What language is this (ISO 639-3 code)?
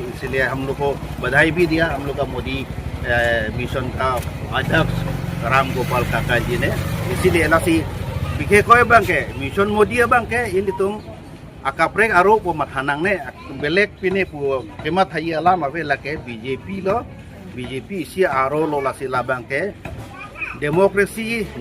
mjw